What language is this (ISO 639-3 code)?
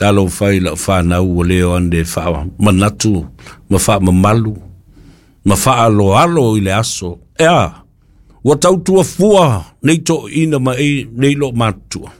smo